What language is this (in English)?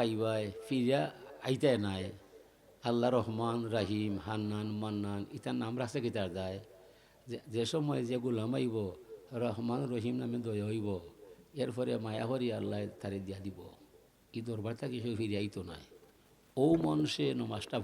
Sylheti